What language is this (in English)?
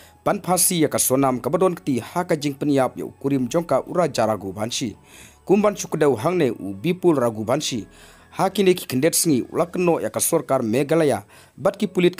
Khasi